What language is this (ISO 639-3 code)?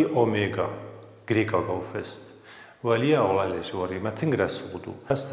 oss